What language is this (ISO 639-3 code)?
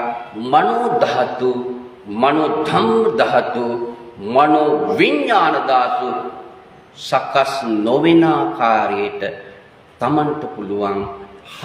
sin